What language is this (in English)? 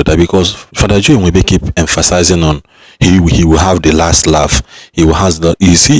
Igbo